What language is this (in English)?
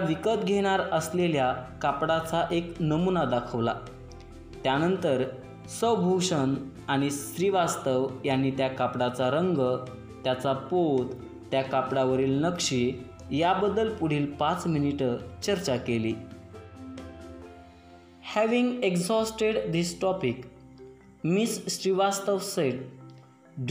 Marathi